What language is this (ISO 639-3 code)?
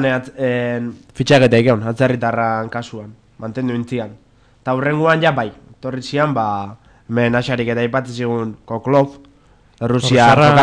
eus